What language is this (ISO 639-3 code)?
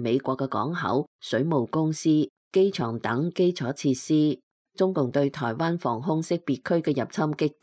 yue